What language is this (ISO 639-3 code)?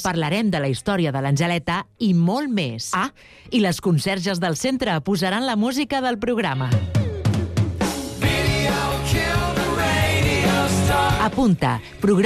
cat